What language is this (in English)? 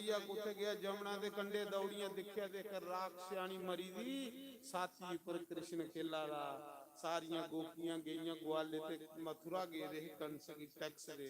Dogri